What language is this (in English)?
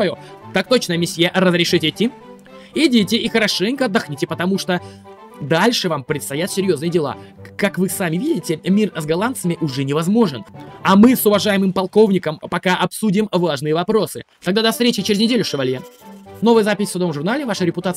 Russian